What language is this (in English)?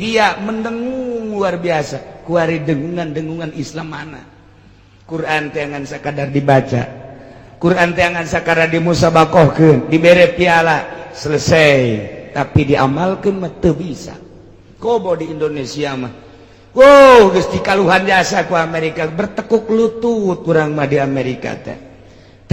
Sundanese